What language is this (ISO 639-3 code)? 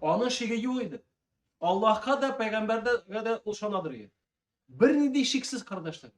tat